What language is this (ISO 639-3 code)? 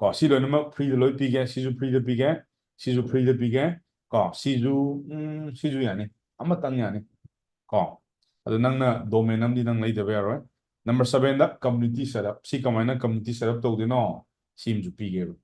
mni